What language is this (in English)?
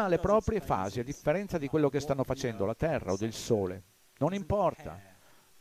Italian